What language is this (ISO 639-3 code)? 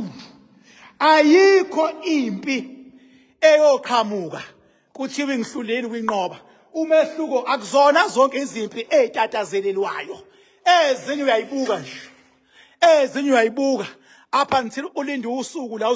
zul